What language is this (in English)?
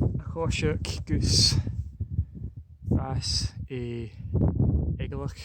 Scottish Gaelic